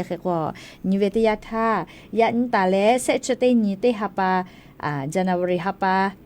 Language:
Lahu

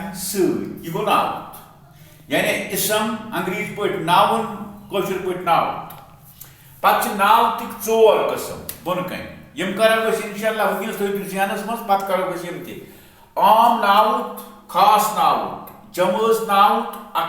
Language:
Kashmiri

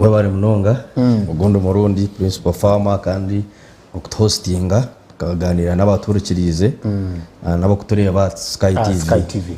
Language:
Nyankole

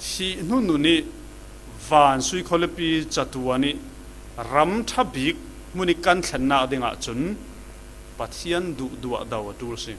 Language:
Falam Chin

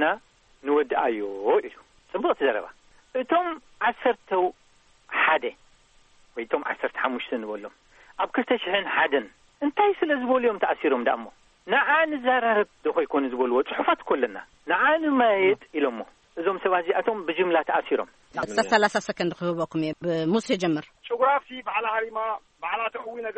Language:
Tigrinya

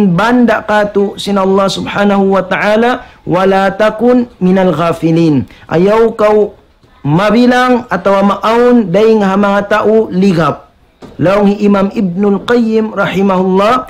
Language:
Tausug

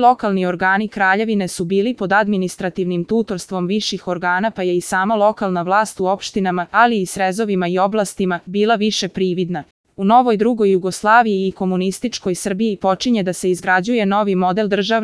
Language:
Serbian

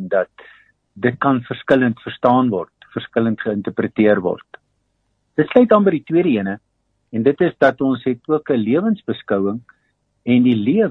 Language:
Afrikaans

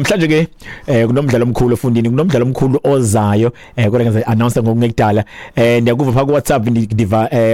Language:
Xhosa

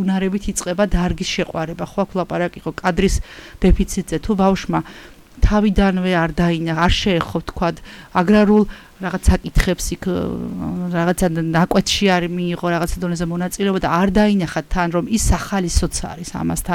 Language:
Georgian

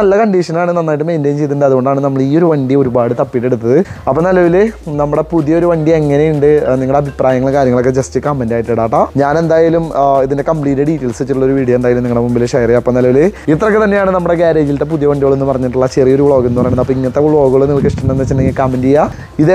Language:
Malayalam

